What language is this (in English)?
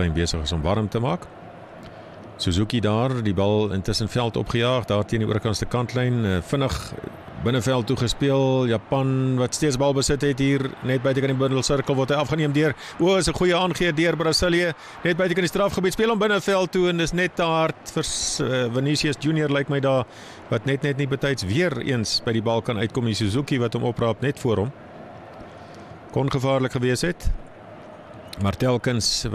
Afrikaans